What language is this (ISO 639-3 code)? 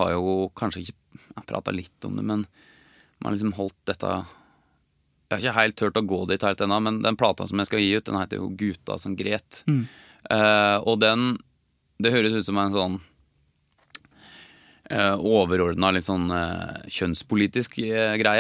nor